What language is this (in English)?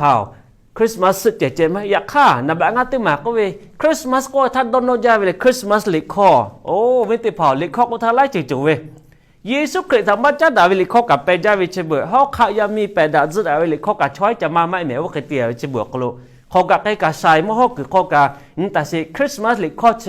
Lahu